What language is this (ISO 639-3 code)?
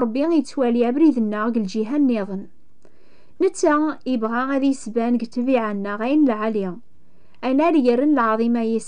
kab